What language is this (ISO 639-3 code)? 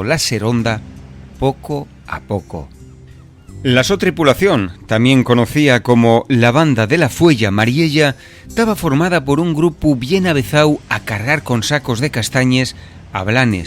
ast